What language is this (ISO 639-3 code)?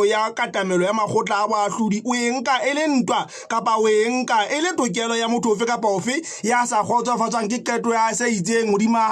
sot